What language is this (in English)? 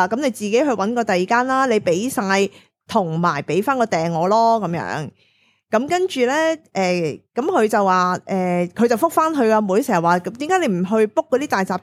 Cantonese